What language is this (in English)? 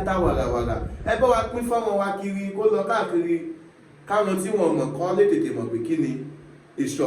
Yoruba